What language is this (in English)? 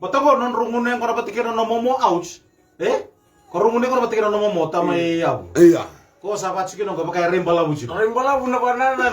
Fijian